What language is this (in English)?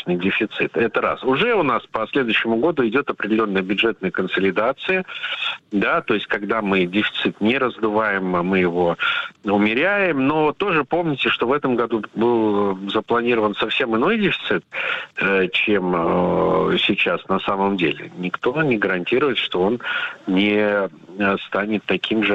Russian